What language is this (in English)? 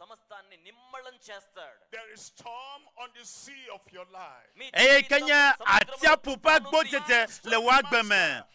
Ewe